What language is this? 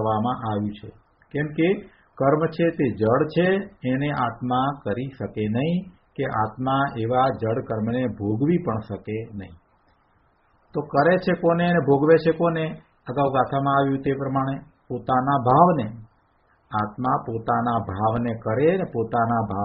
Gujarati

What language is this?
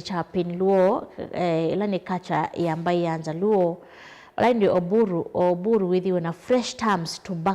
Kamba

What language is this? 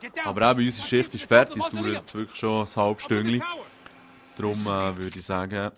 Swiss German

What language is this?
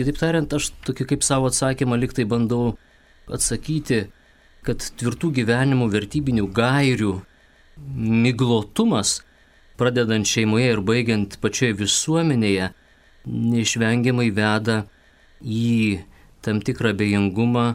Lithuanian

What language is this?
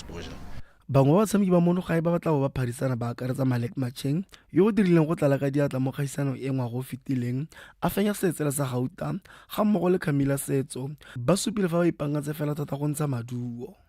Tswana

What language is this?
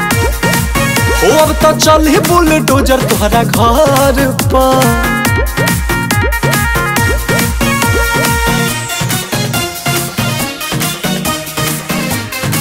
Bhojpuri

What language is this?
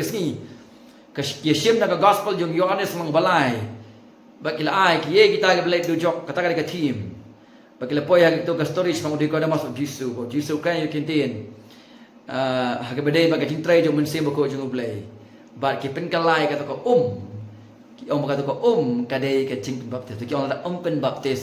Khasi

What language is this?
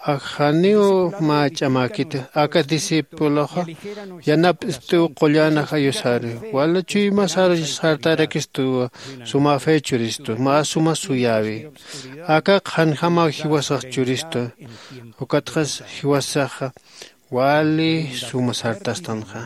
Aymara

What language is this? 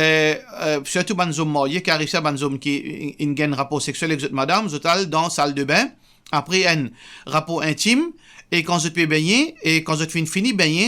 Morisyen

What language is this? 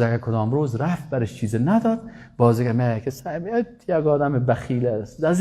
Persian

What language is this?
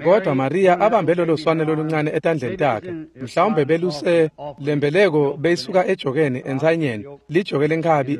Swati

